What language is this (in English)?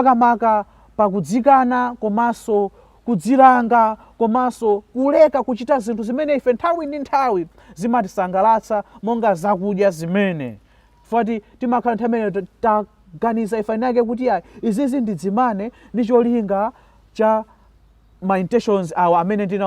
Nyanja